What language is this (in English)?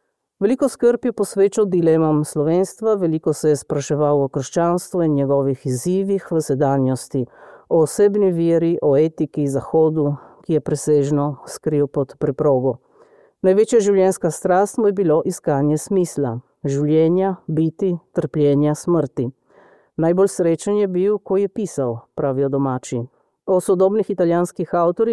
Slovenian